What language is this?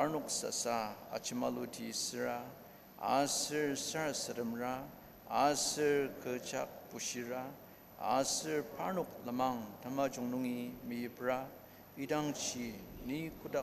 Ao Naga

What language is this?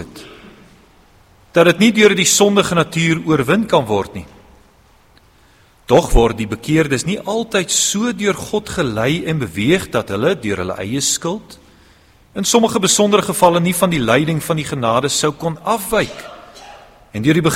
Afrikaans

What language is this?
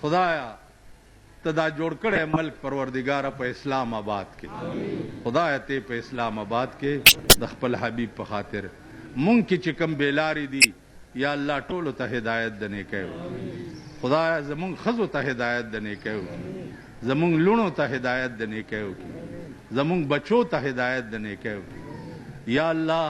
Pashto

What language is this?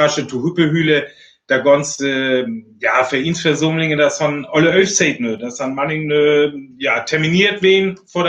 Northern Frisian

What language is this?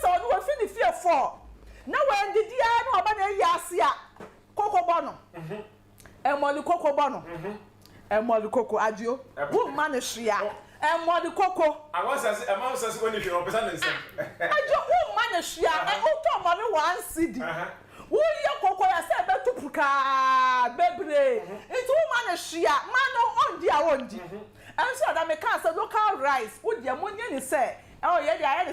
Akan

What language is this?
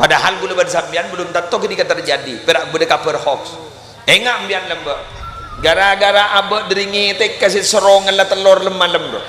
Madurese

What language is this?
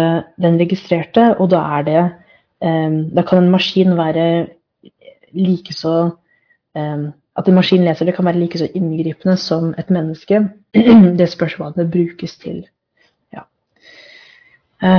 Norwegian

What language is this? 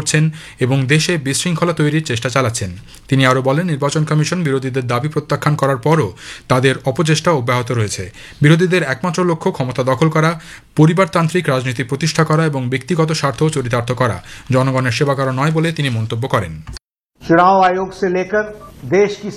Bangla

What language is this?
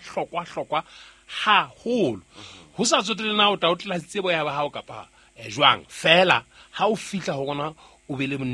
Southern Sotho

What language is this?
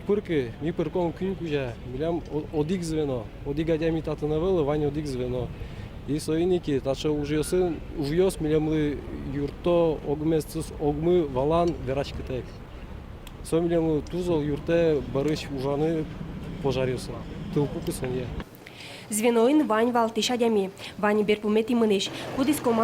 Udmurt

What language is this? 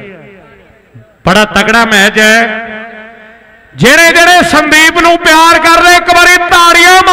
Punjabi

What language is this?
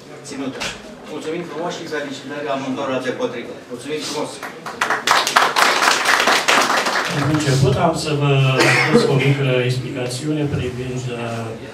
Romanian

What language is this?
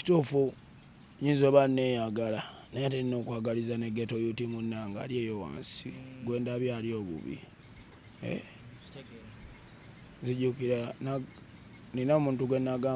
Ganda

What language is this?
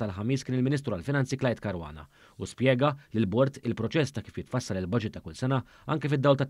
Maltese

